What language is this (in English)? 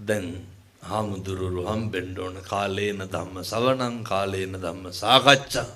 Sinhala